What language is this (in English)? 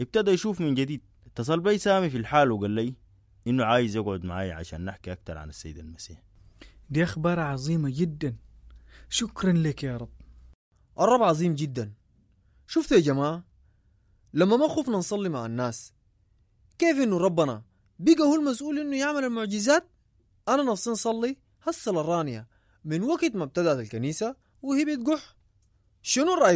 Sudanese Arabic